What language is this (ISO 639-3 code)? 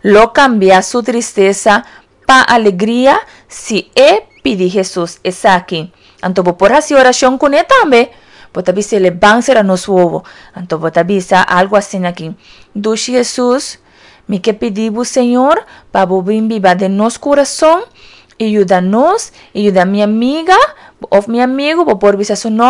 pap